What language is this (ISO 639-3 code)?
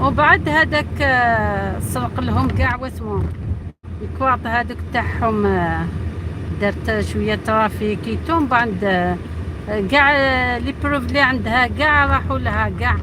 arq